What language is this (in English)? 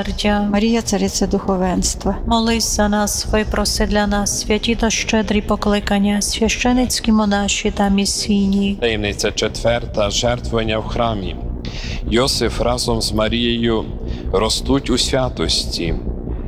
Ukrainian